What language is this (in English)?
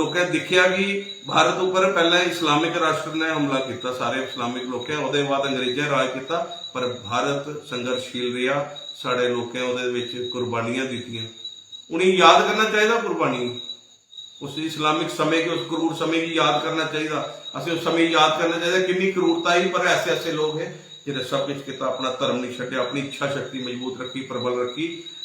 Dogri